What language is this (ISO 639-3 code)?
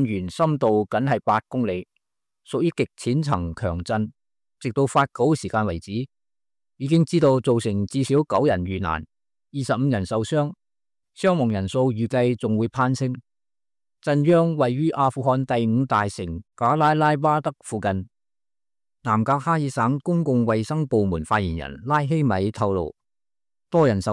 yue